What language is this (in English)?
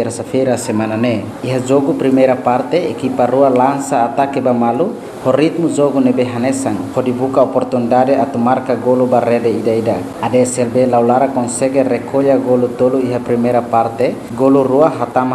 Tetum